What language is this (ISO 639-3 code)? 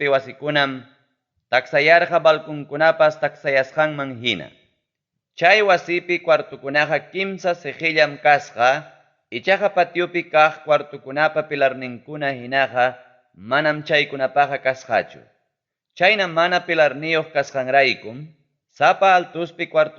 quy